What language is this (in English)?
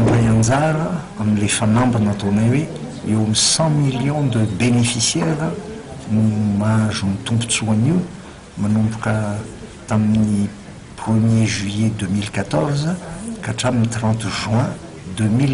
Malagasy